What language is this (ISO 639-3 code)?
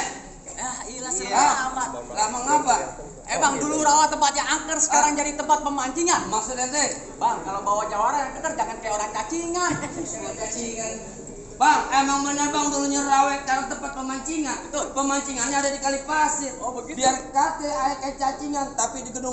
bew